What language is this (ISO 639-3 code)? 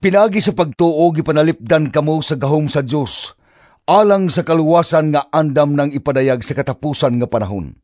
ceb